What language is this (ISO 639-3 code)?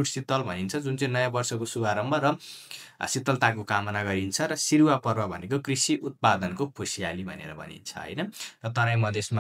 nep